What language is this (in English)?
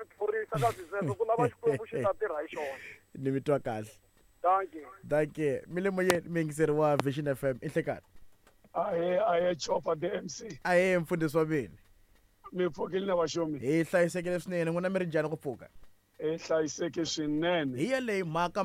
Tsonga